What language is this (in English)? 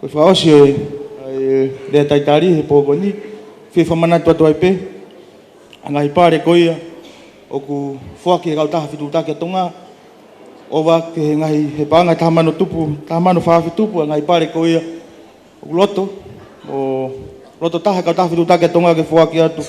Tongan